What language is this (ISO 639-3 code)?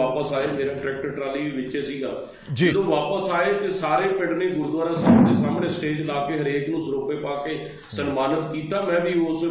pan